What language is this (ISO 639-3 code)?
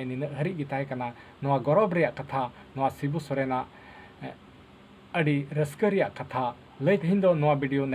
sat